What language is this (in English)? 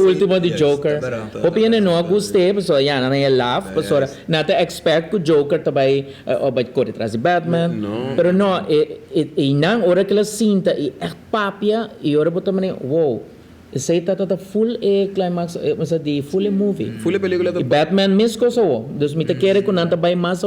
Papiamento